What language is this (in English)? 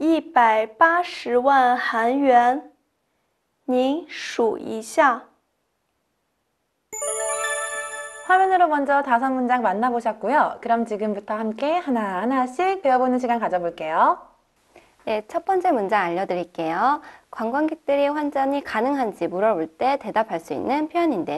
Korean